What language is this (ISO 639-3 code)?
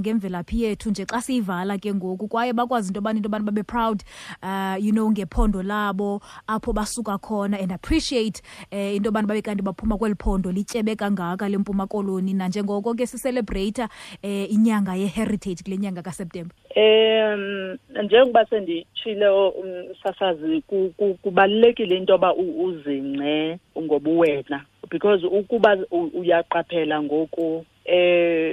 xho